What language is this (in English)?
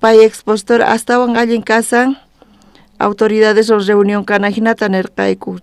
South Bolivian Quechua